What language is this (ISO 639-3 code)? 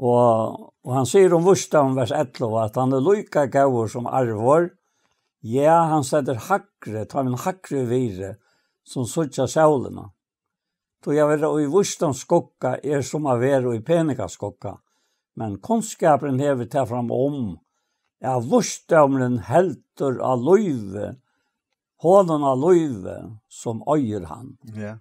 fao